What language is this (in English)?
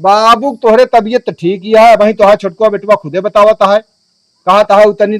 Awadhi